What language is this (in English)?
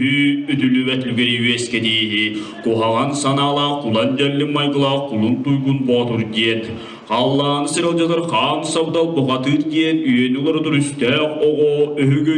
Yakut